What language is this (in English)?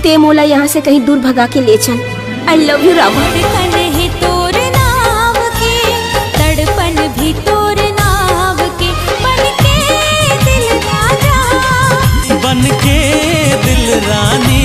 Chhattisgarhi